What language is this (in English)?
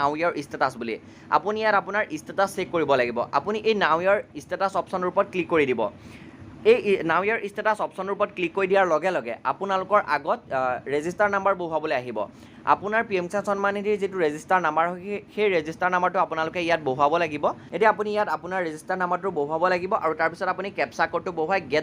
Assamese